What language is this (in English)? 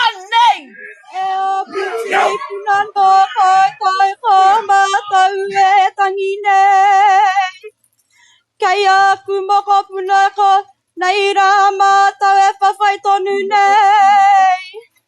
Māori